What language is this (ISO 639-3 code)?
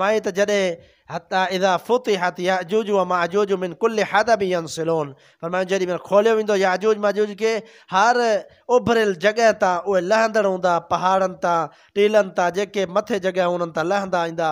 snd